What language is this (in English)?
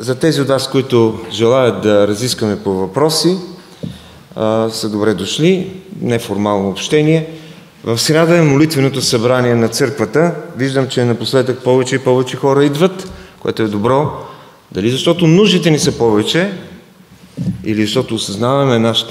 Bulgarian